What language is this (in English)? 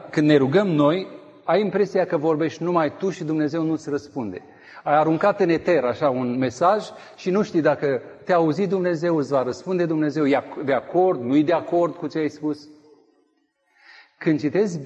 Romanian